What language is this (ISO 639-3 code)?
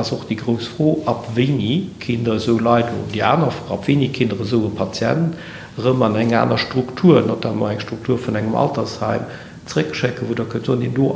ltz